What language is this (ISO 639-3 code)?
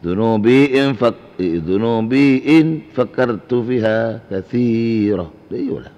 mad